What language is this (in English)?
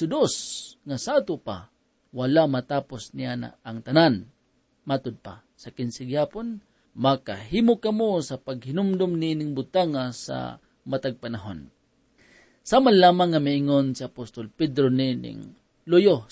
Cebuano